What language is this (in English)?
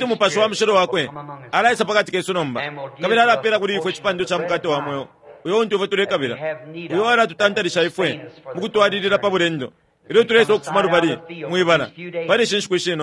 Bemba